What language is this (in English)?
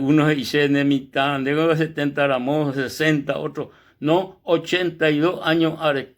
Guarani